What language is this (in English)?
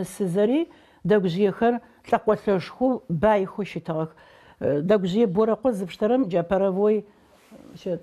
Adyghe